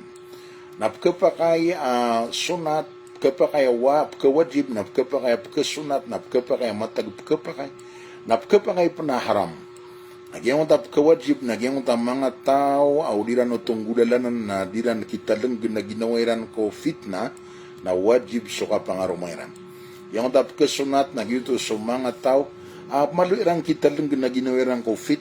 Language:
Maranao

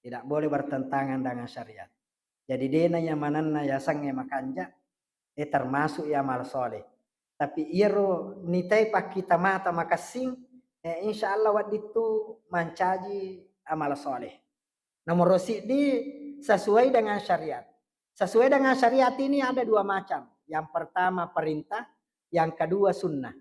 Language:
Buginese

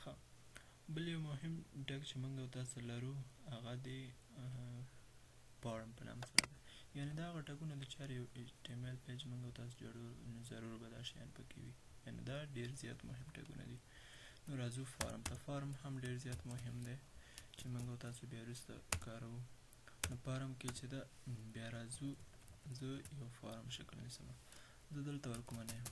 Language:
Pashto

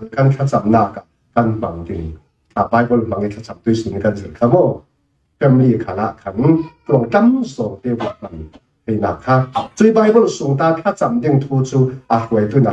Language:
Falam Chin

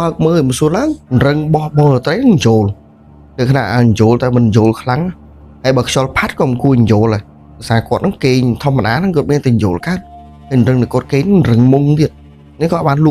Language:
Khmer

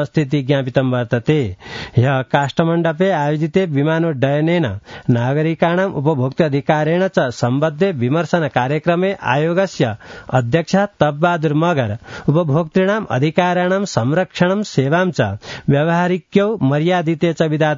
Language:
Sanskrit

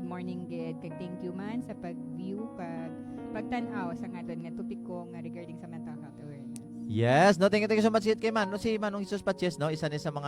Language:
Hiligaynon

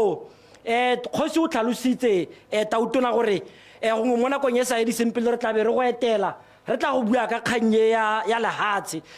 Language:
Tswana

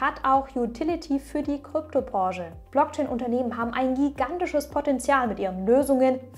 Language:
German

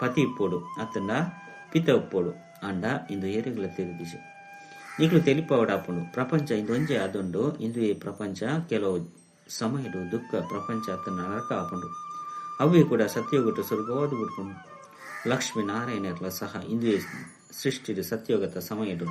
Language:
Tulu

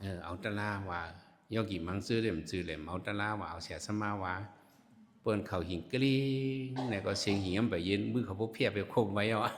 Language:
Shan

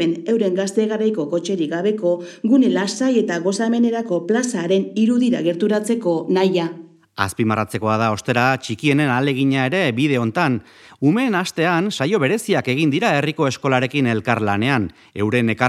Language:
Basque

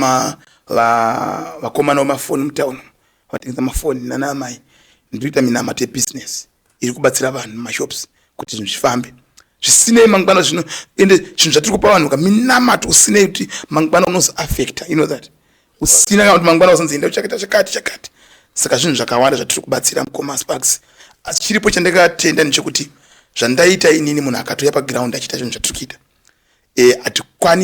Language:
Shona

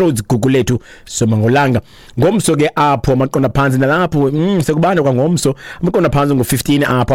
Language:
Xhosa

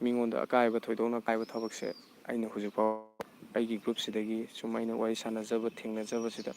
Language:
Manipuri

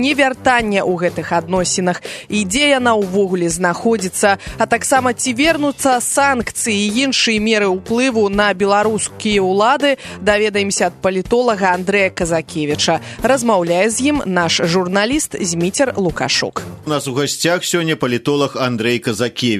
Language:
Belarusian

